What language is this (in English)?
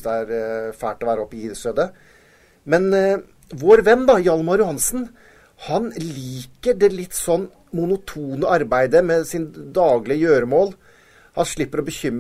Norwegian